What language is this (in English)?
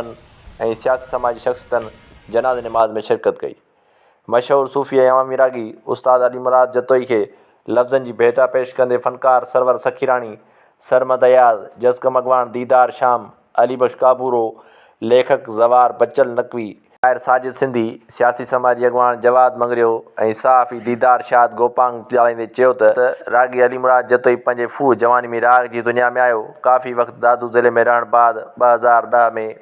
Sindhi